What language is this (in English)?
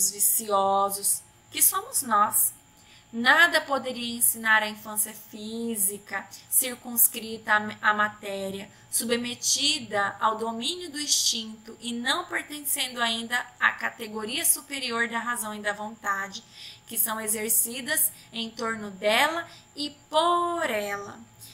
Portuguese